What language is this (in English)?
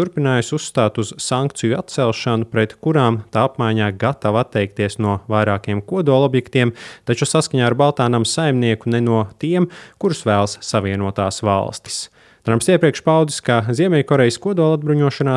Latvian